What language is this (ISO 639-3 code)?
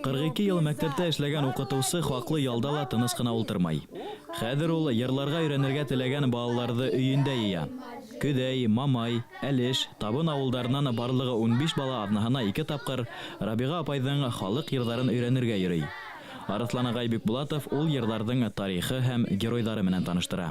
bak